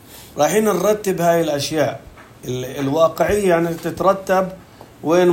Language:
North Levantine Arabic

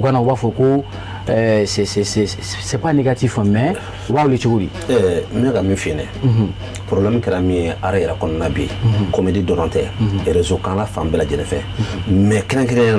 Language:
Bambara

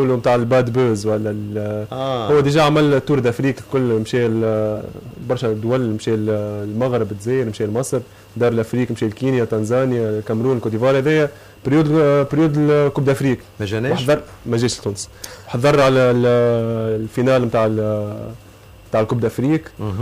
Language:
Tunisian Arabic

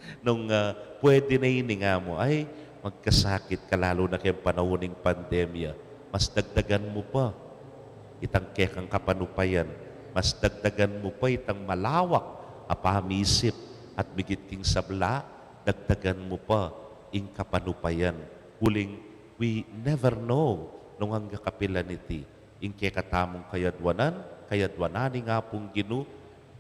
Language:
Pampanga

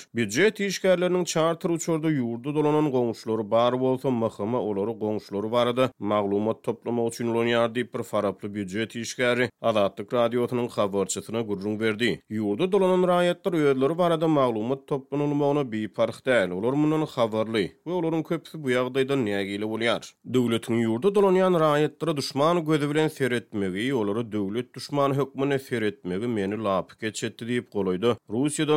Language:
Turkmen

